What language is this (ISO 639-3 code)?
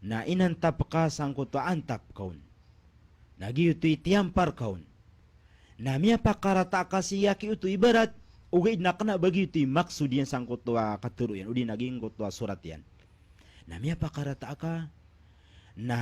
mrw